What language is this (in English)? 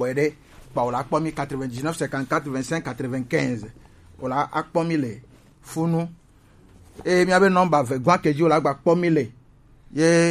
Gen